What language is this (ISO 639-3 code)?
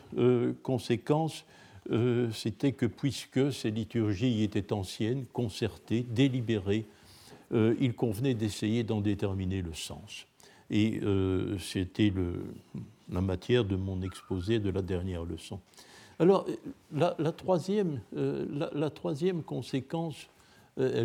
fra